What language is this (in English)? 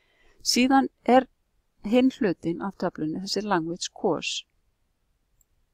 Icelandic